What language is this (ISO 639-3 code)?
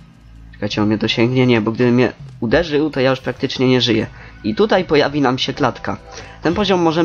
pol